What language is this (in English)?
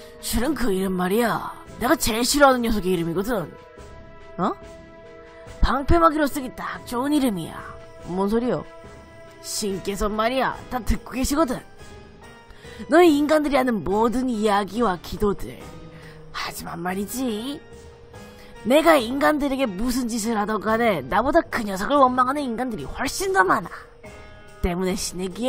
Korean